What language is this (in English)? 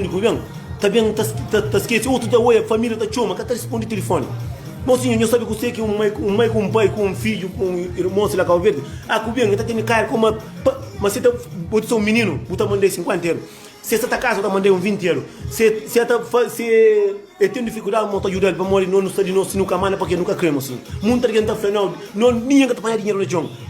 Kabuverdianu